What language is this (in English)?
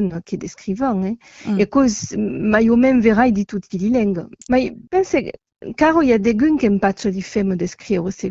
Occitan